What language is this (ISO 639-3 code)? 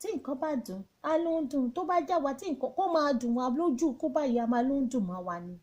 yor